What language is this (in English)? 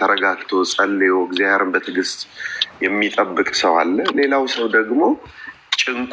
Amharic